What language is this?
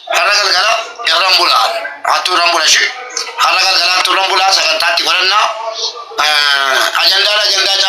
Oromo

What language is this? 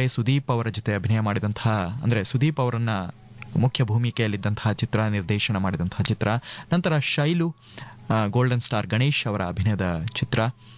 Kannada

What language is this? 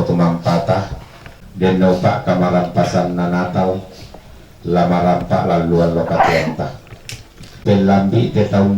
Toraja-Sa'dan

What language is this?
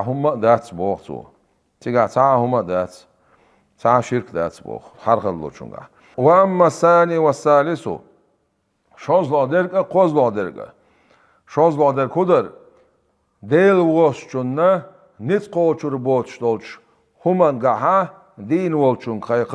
Chechen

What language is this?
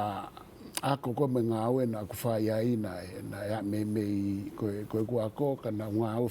Tongan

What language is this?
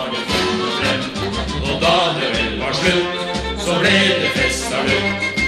Norwegian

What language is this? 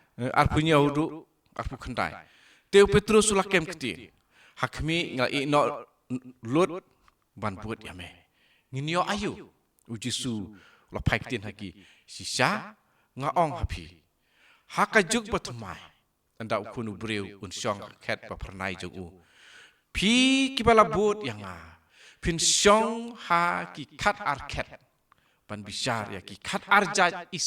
Khasi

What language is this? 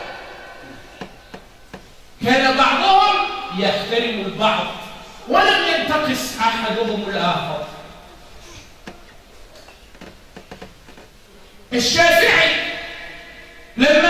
Arabic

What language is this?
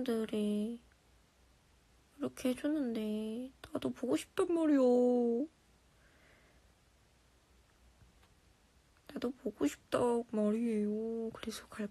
Korean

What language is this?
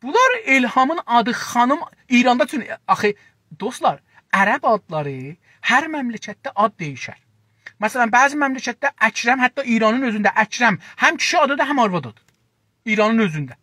South Azerbaijani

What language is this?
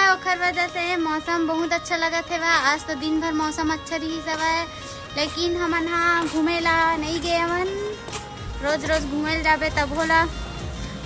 Chhattisgarhi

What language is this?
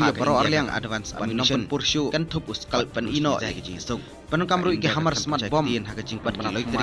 Khasi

